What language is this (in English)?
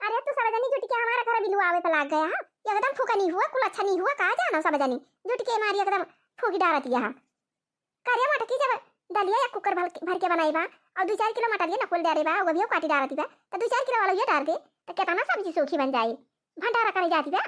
Awadhi